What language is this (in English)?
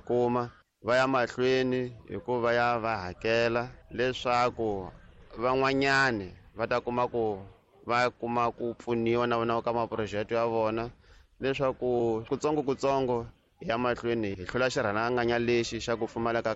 Tsonga